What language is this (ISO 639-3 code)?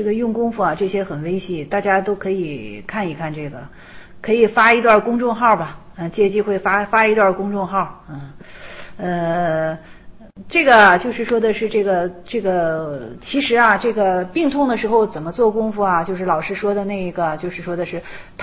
zho